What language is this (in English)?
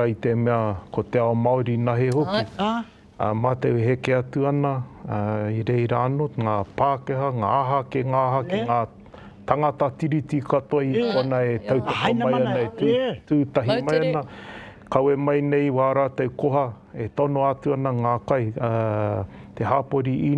Māori